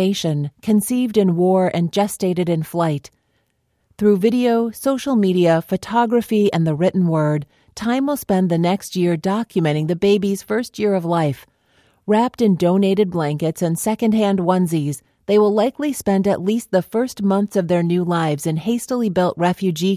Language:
English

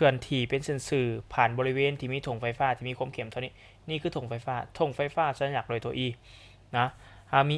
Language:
Lao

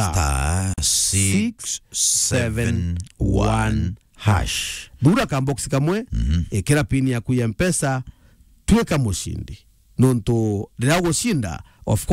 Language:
Meru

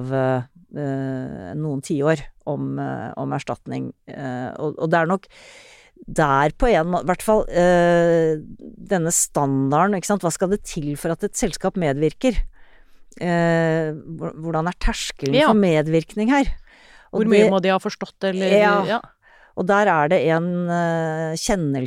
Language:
Norwegian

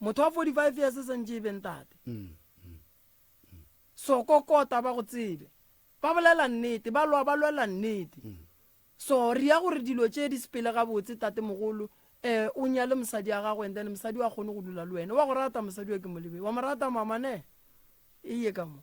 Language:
Northern Sotho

